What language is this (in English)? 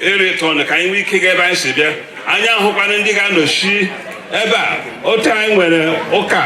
Igbo